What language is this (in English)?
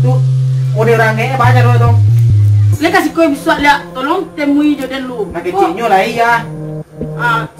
Minangkabau